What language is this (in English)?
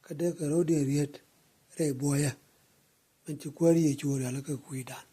Nuer